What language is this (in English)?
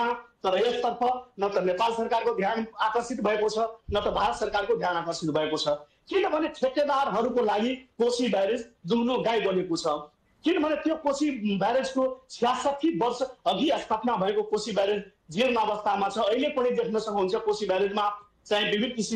Nepali